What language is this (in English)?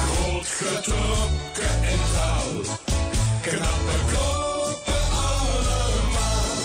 Limburgish